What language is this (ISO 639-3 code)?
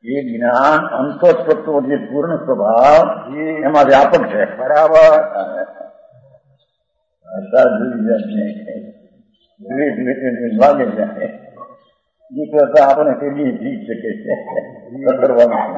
guj